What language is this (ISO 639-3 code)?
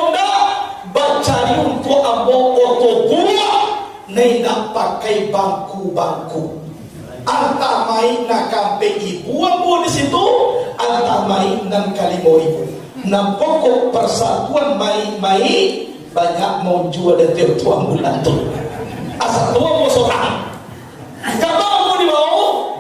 min